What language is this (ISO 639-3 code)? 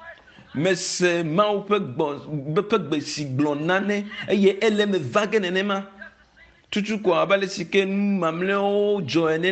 ewe